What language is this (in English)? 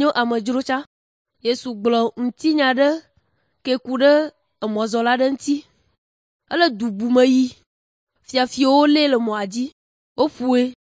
Ewe